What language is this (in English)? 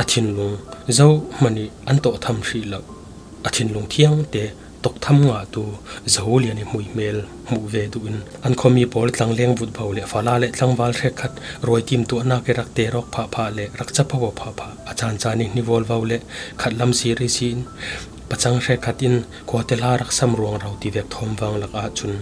Falam Chin